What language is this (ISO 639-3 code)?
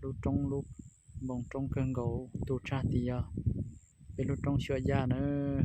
hmn